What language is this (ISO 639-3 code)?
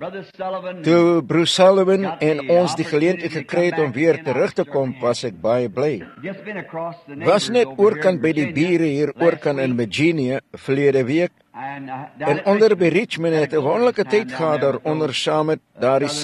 afr